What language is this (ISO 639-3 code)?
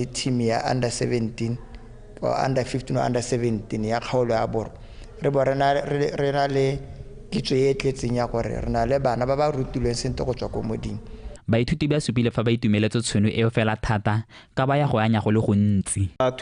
tsn